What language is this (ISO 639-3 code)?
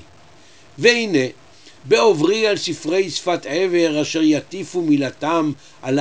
heb